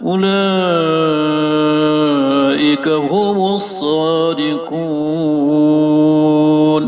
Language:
Maranao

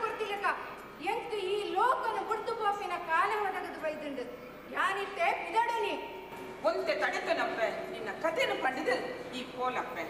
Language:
Tulu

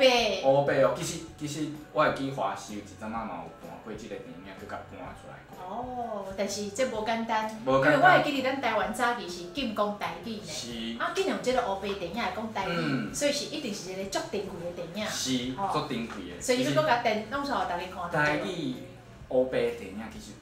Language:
Min Nan Chinese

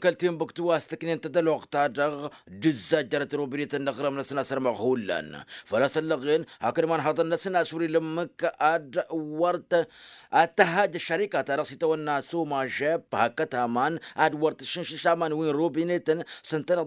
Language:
Tamasheq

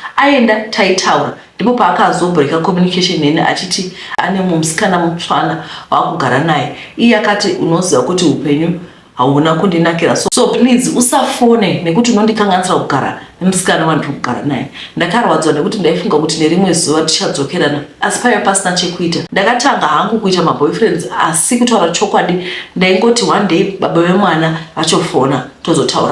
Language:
Shona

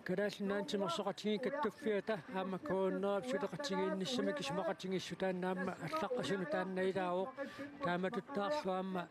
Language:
Kalaallisut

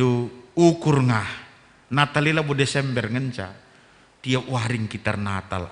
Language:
Batak Karo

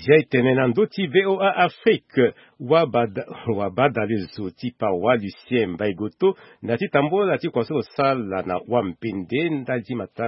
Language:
Sango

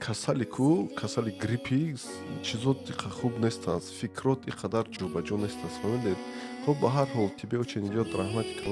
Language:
Tajik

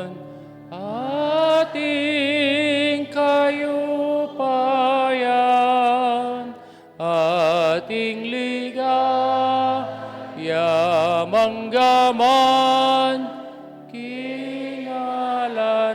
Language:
Pampanga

